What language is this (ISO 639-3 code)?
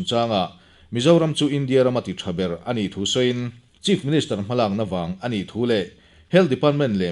lus